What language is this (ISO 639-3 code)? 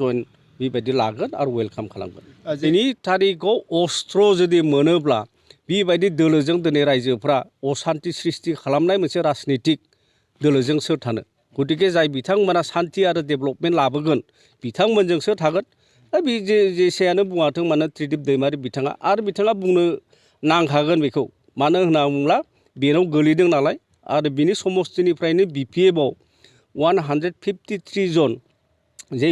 brx